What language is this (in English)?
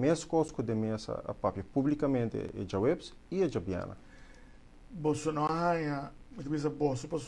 Papiamento